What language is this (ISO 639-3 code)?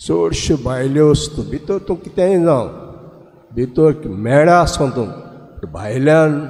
kok